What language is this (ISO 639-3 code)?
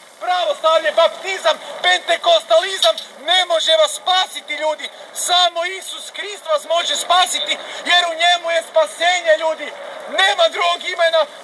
hrv